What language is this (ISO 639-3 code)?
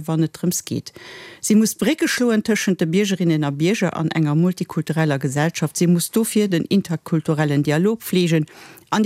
ltz